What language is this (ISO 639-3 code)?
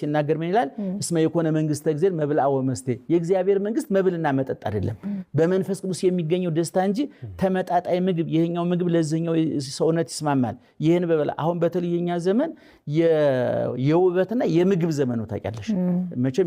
amh